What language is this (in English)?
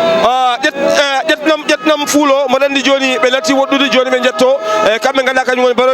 Fula